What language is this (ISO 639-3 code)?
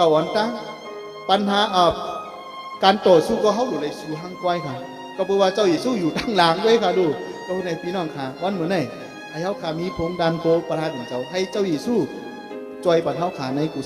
shn